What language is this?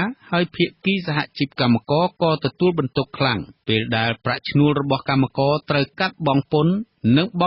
Khmer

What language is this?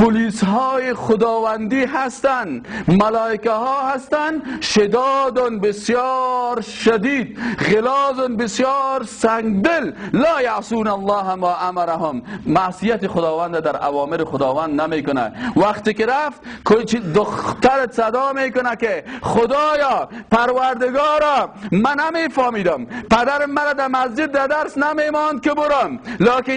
Persian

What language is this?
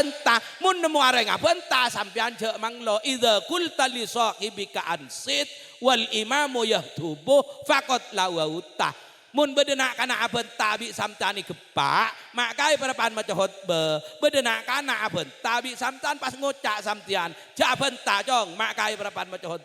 Madurese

